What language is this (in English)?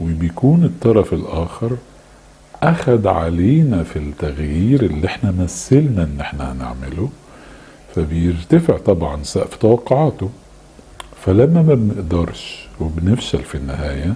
Egyptian Arabic